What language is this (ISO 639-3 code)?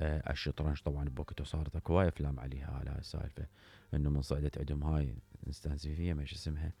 acm